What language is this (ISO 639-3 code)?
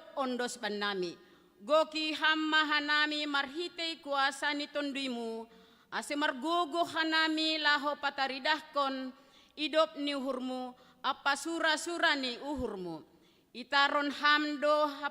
bts